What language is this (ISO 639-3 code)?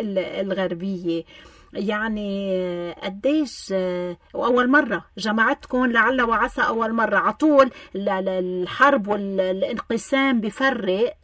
apc